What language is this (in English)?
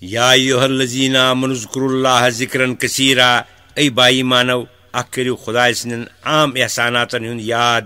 Kashmiri